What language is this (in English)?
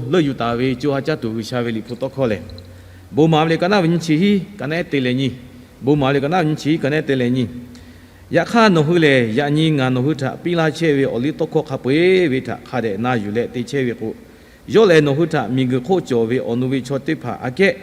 Lahu